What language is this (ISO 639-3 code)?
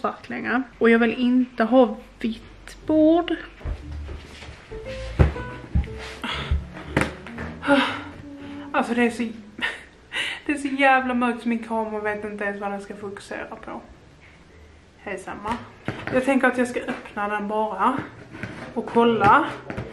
swe